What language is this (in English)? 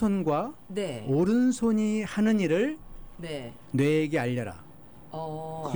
Korean